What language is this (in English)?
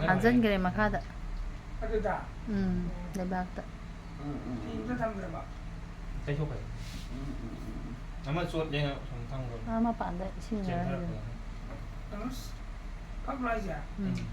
Manipuri